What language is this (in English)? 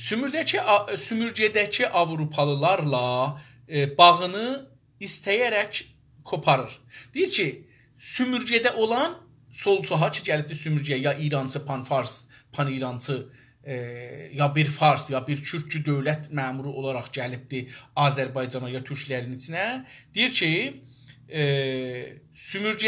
South Azerbaijani